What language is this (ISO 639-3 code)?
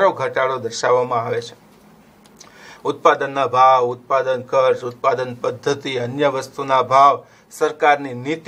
guj